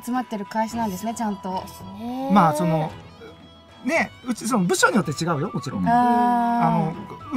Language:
Japanese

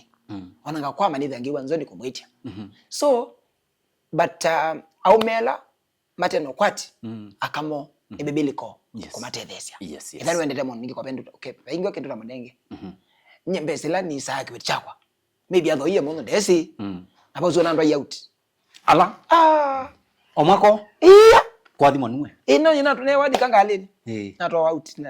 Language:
Kamba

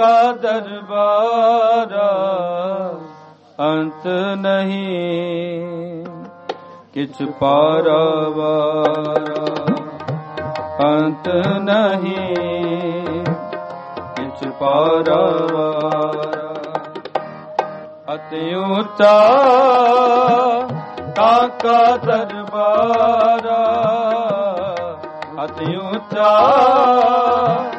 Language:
Punjabi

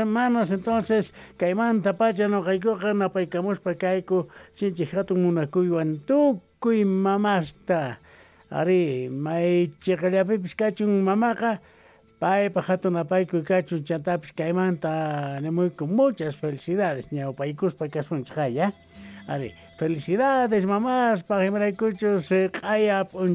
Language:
South Bolivian Quechua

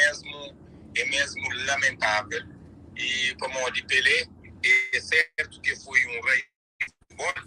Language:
Kabuverdianu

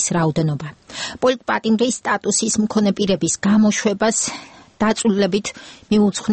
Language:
Georgian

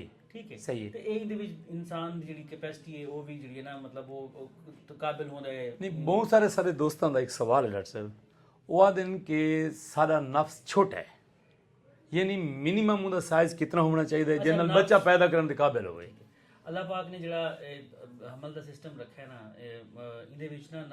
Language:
Saraiki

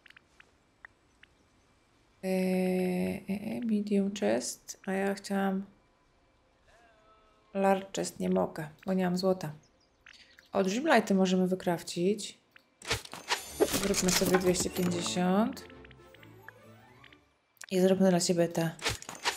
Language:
Polish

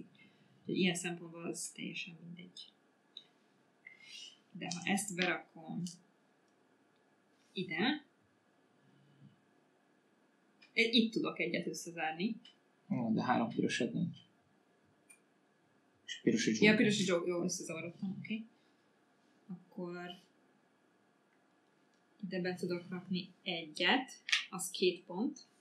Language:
Hungarian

